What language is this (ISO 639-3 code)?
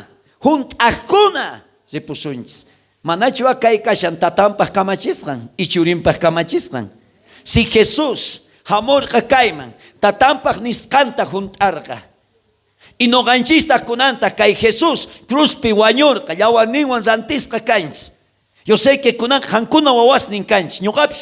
quh